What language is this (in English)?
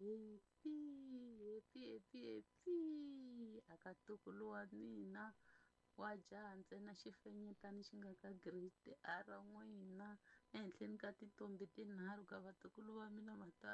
Tsonga